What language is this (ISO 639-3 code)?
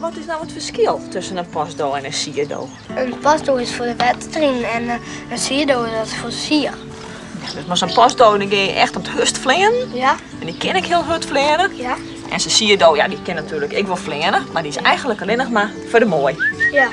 fry